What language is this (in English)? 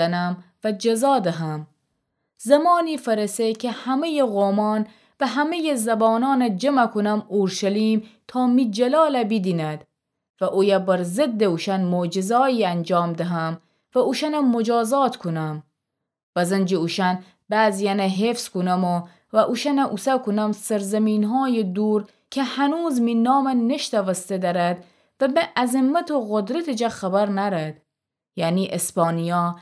Gilaki